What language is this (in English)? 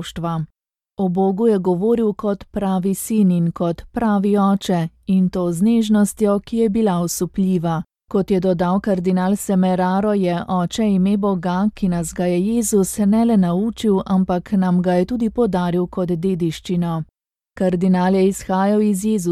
Slovenian